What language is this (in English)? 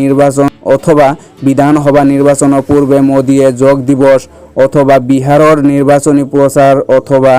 Assamese